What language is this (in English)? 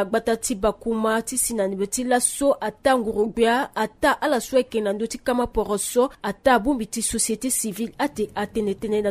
Sango